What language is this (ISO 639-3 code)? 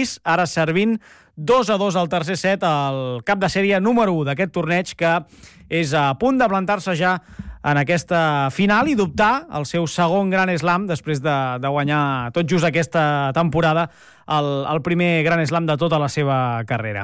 cat